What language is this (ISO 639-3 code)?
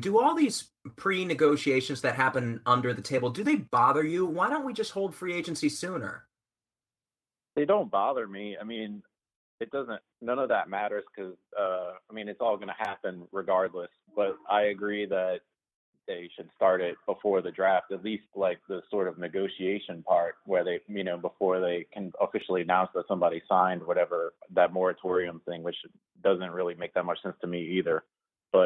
eng